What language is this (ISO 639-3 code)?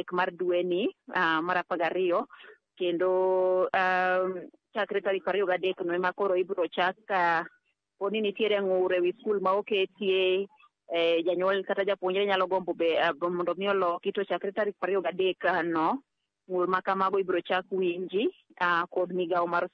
luo